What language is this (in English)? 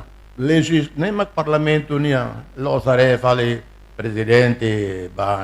Tetum